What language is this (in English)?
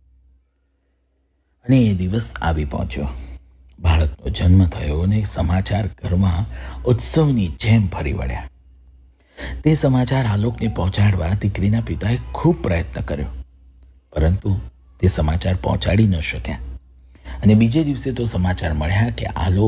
Gujarati